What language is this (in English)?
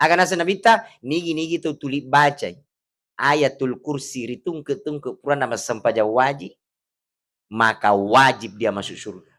Buginese